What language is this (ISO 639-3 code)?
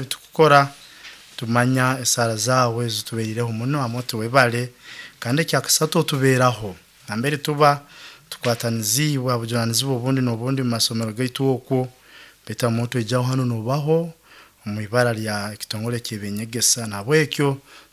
nyo